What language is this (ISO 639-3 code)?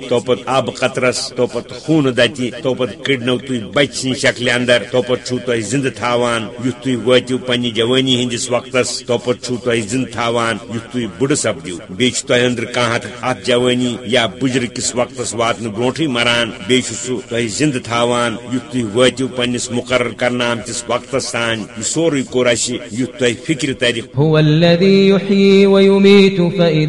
kas